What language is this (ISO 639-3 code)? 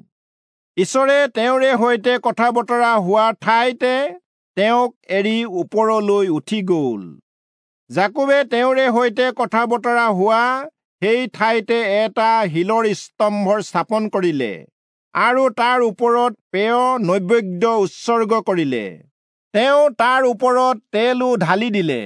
asm